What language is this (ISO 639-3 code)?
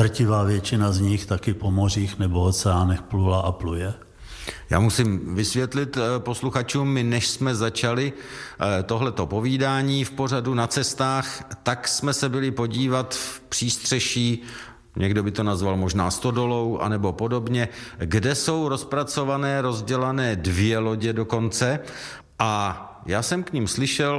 ces